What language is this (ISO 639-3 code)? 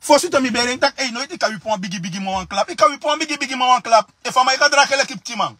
srn